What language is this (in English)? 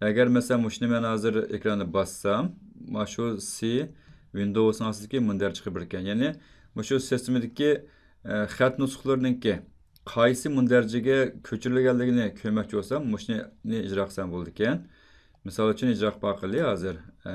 Uyghur